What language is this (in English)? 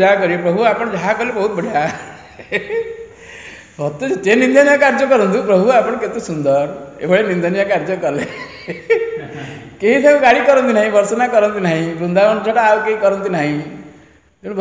Odia